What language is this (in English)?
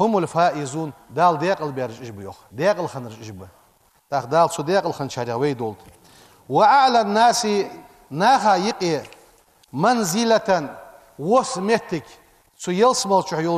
Ingush